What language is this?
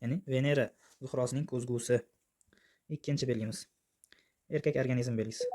Uzbek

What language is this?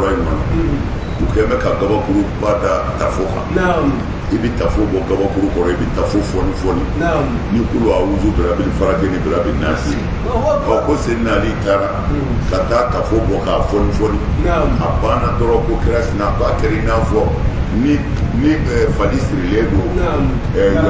Bambara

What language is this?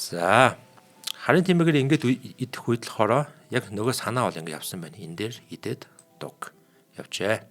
Mongolian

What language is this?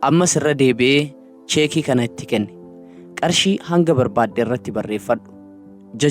Oromo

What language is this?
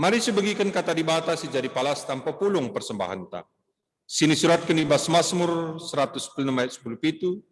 Batak Karo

